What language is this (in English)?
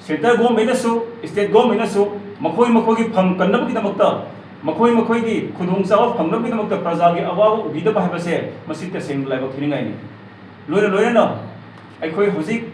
Manipuri